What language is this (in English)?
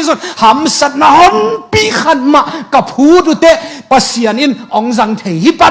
Tedim Chin